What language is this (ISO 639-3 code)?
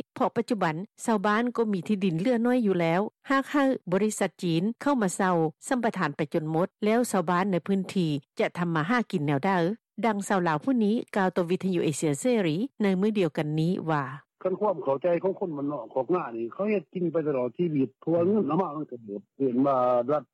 lao